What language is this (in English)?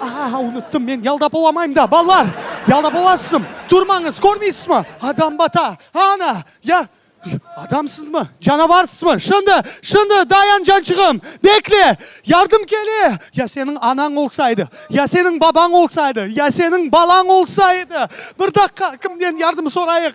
Crimean Tatar